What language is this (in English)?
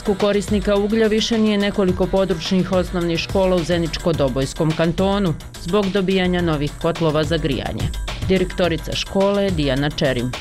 Bosnian